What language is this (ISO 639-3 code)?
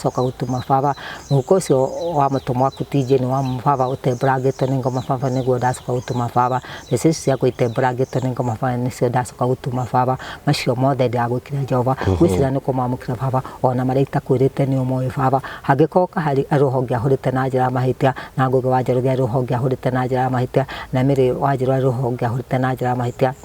kik